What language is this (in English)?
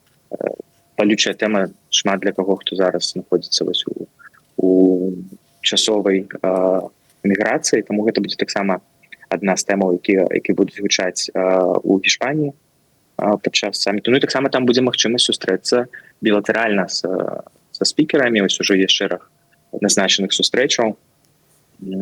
Belarusian